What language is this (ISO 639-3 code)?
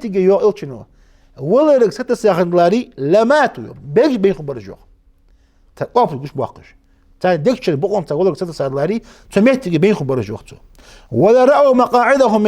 inh